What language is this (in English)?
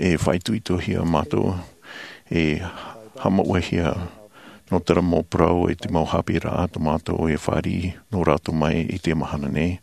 Tahitian